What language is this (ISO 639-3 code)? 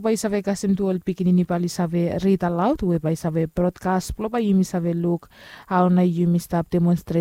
bis